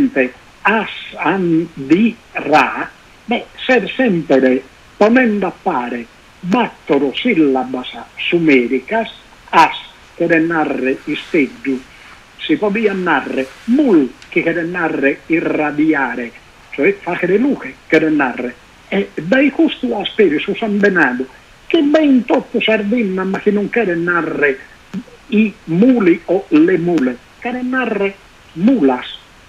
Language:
Sardinian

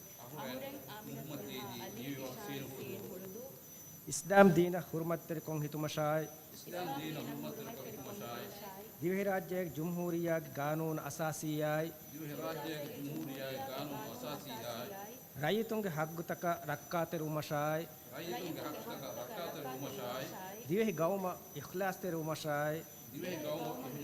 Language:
Divehi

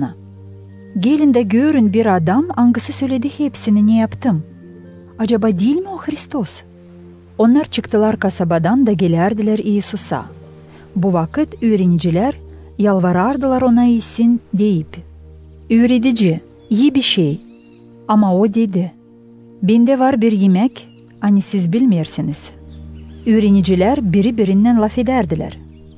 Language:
Gagauz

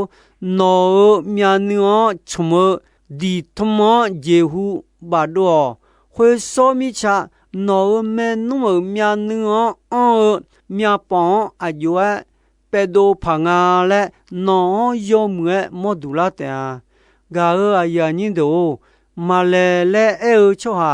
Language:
Akha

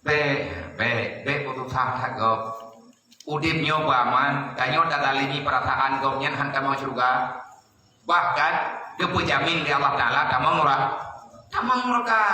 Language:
Achinese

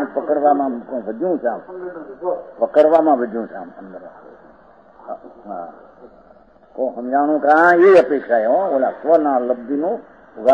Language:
Gujarati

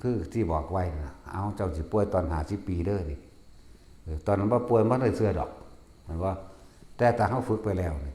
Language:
Northeastern Thai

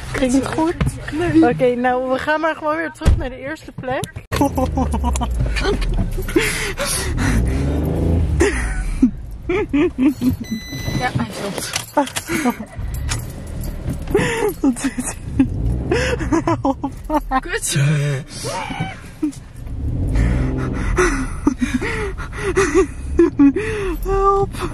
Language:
Dutch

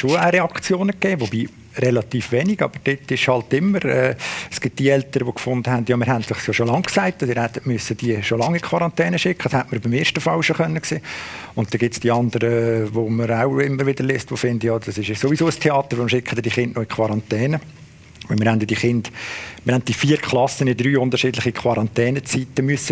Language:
Swiss German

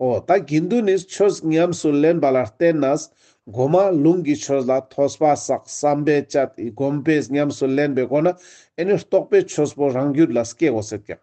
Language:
Ladakhi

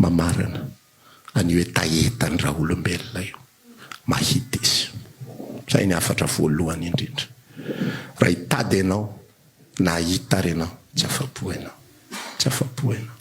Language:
Malagasy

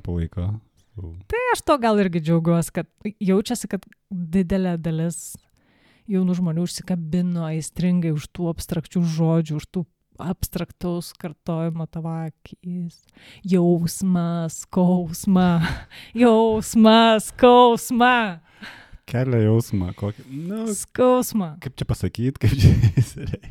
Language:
Lithuanian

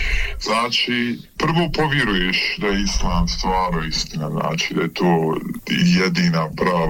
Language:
Bosnian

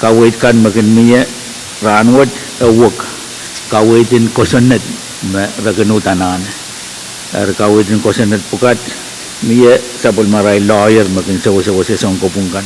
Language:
Pohnpeian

